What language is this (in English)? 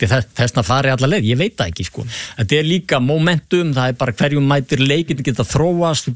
Icelandic